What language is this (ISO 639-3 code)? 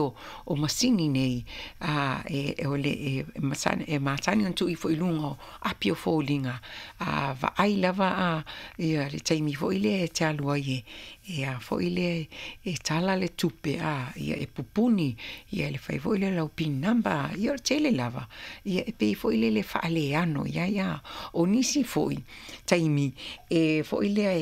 smo